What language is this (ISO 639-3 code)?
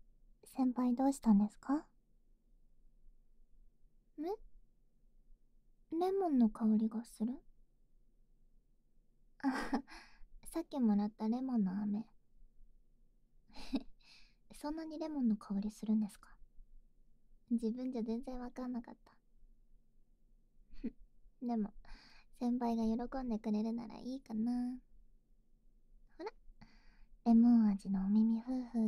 jpn